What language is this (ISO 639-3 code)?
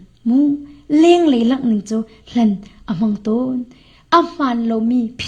cnh